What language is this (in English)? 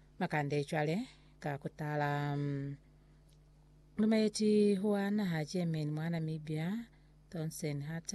Lozi